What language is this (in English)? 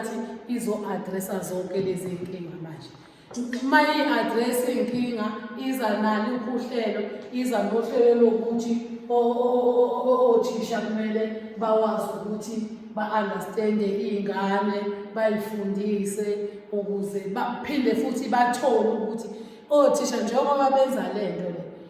Zulu